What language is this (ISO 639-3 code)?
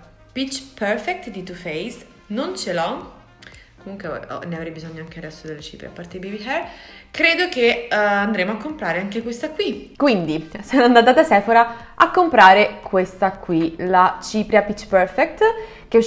ita